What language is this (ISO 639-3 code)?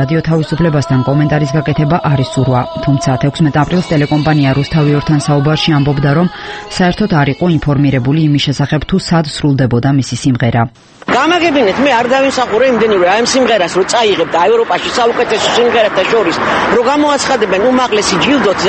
kat